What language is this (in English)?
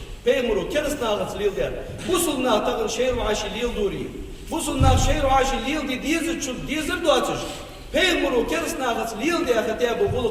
Ingush